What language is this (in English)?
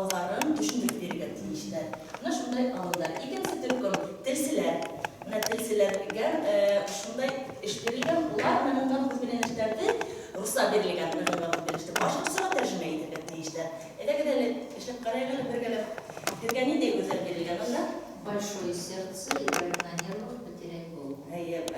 Bashkir